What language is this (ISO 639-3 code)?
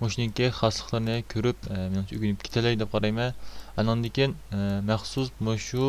uig